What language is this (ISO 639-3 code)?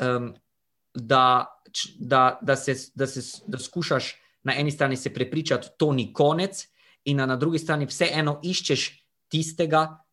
slv